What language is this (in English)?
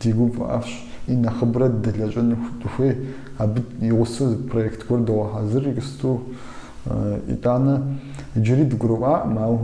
Kabardian